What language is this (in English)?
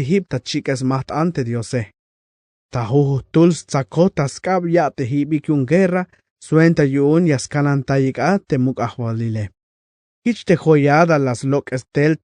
Tzeltal